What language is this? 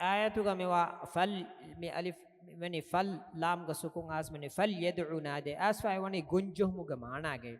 Divehi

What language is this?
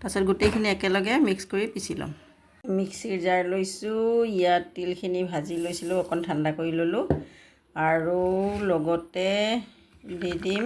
Assamese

